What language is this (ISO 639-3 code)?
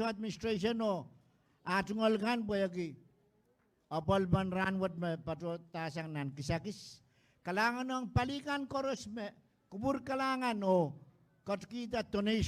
pon